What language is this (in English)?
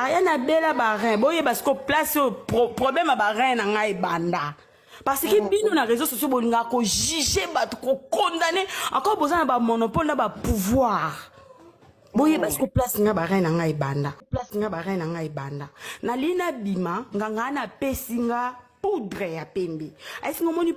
Lingala